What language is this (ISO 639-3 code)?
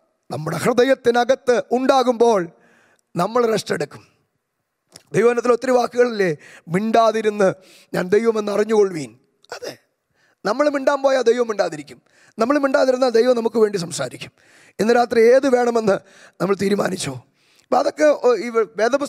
mal